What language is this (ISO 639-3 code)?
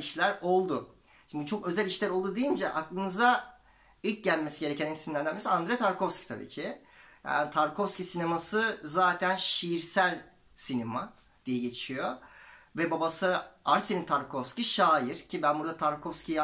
tur